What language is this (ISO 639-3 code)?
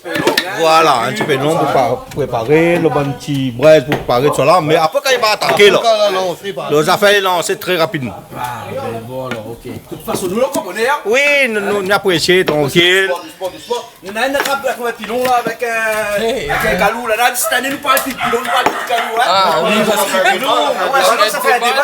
rcf